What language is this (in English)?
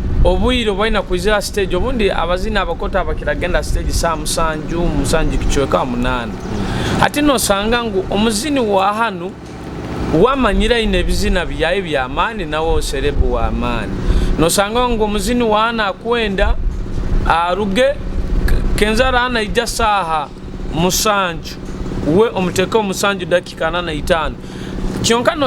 Nyoro